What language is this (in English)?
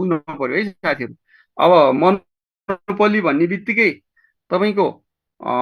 Nepali